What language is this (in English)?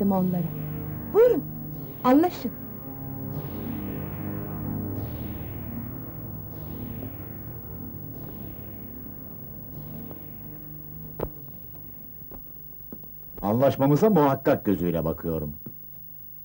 Turkish